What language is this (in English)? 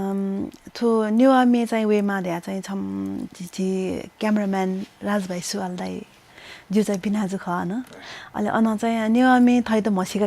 Newari